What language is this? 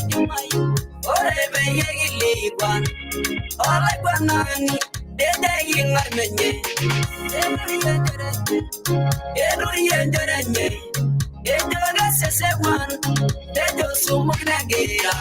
Masai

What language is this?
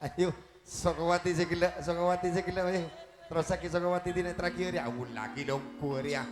Madurese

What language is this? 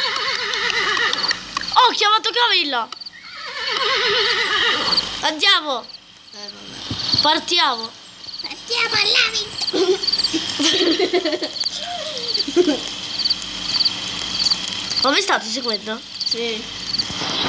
Italian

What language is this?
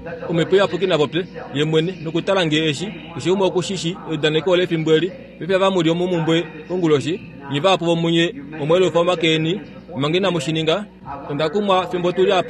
Kuanyama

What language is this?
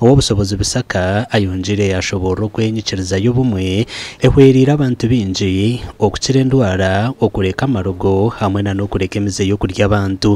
Nyankole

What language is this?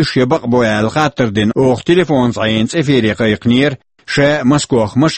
Chechen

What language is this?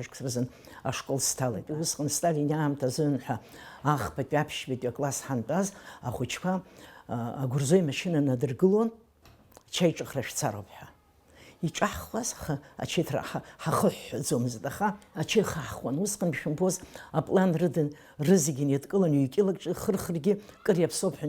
Abkhazian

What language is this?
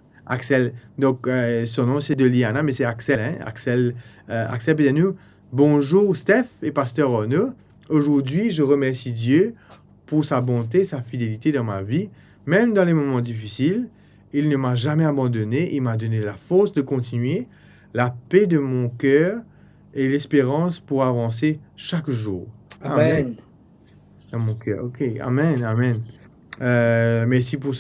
Morisyen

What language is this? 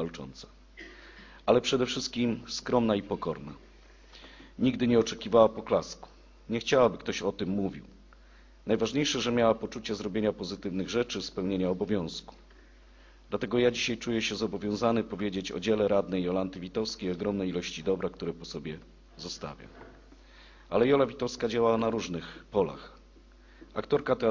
Polish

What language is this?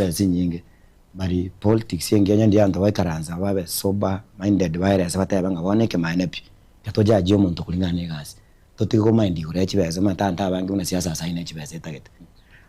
Gusii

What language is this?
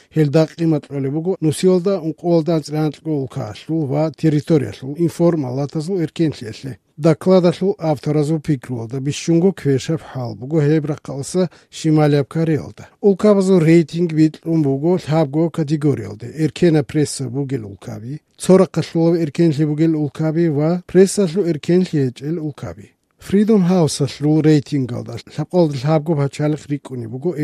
Avaric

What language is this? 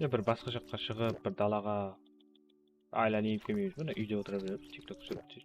Kara-Kalpak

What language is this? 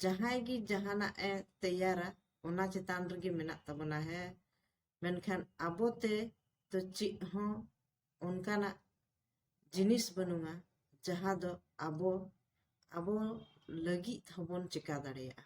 Santali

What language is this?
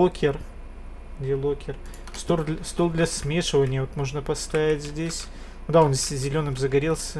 Russian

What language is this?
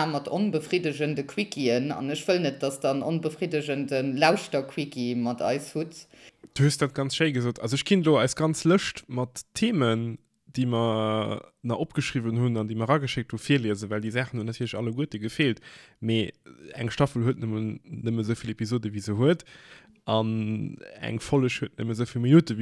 Luxembourgish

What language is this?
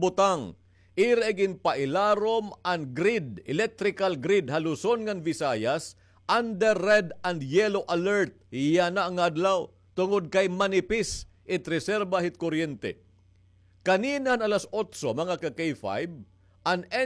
Waray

